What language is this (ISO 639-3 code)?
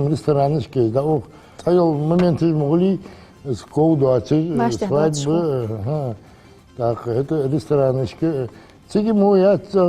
inh